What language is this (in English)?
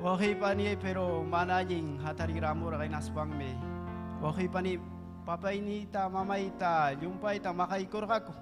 Ayacucho Quechua